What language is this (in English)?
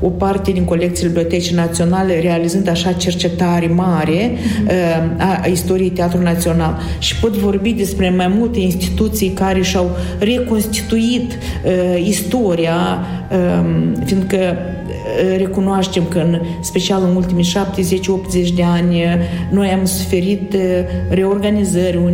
Romanian